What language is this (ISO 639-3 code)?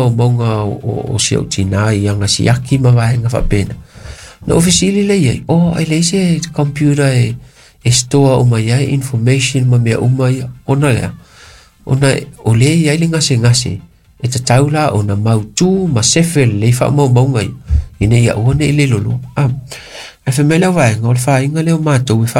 smo